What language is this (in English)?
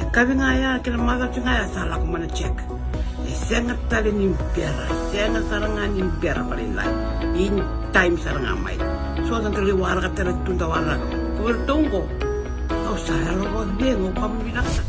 Fijian